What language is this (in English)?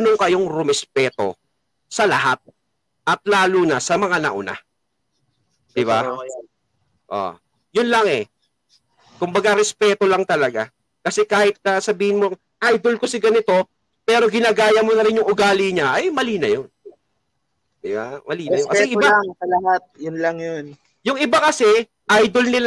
Filipino